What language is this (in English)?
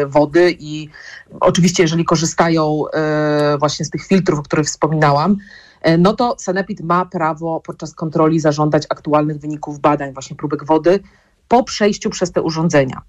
Polish